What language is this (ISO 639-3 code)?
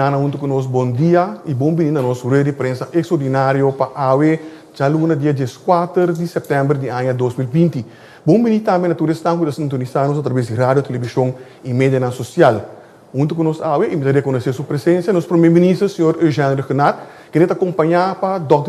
pap